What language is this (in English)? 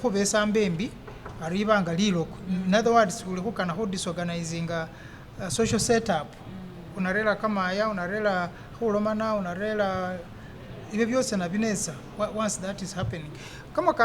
Masaaba